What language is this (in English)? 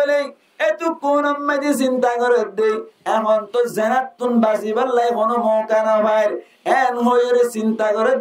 Rohingya